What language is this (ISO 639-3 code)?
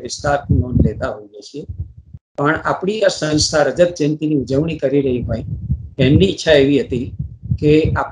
guj